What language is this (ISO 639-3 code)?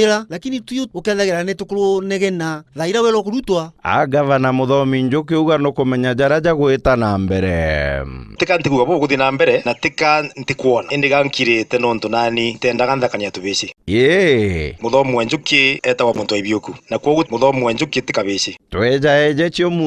mer